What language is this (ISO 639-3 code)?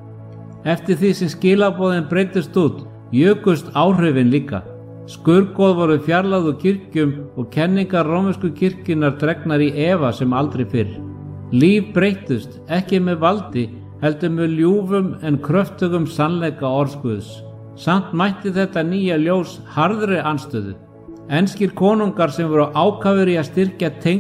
isl